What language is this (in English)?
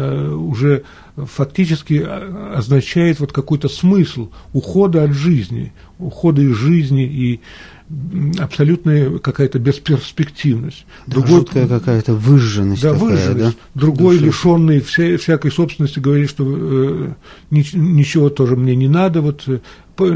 Russian